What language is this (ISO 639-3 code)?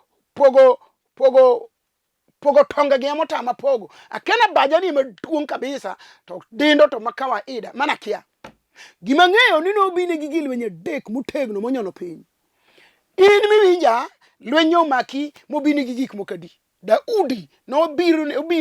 luo